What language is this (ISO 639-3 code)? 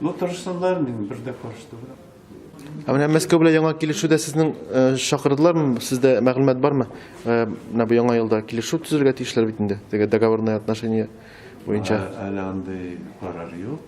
tat